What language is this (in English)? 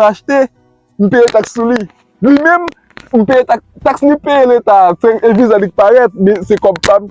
Haitian Creole